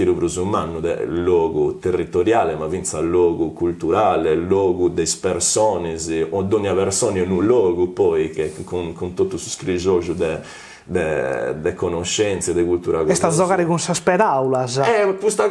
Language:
Sardinian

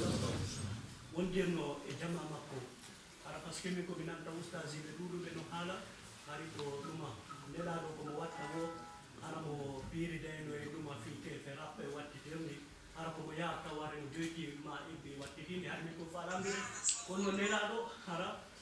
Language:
Fula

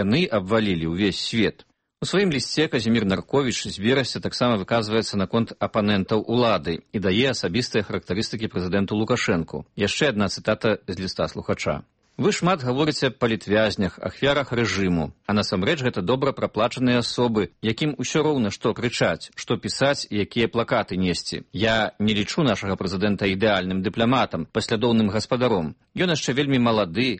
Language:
Belarusian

